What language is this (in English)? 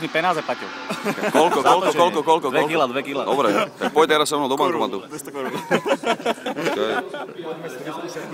Slovak